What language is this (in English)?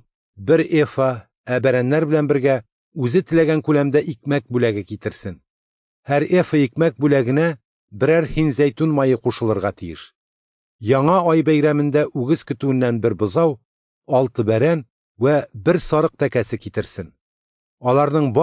Tatar